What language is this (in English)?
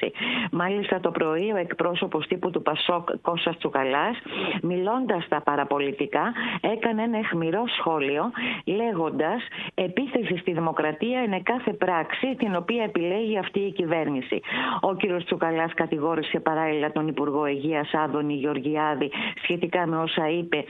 Greek